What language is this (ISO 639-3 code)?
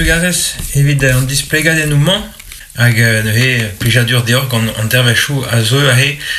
bre